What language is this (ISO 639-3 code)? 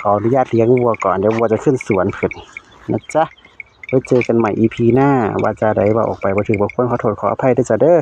tts